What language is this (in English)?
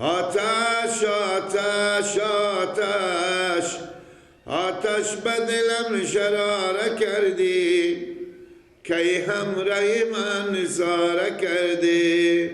Persian